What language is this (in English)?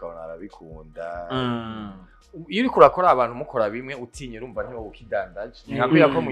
Rundi